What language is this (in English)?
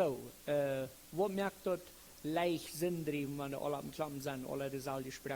Plautdietsch